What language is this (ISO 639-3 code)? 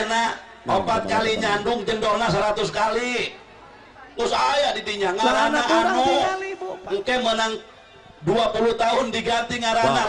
sun